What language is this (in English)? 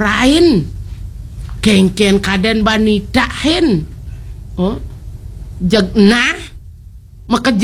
Balinese